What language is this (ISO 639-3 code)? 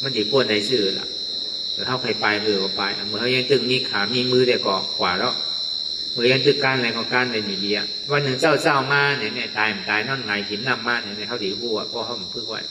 shn